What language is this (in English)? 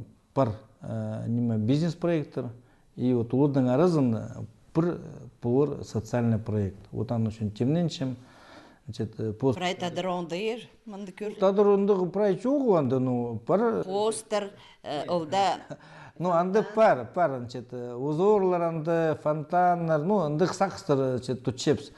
Khakas